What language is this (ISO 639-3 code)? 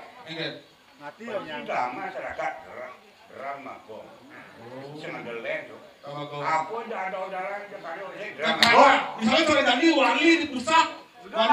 ban